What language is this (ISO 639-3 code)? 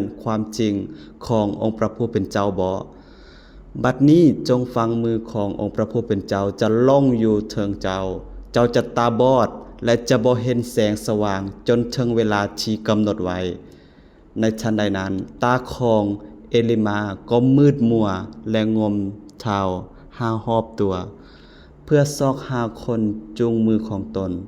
lao